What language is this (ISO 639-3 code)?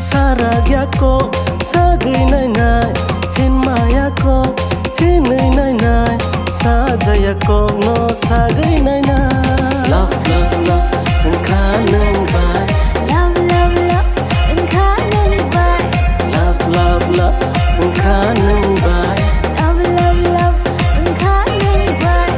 trp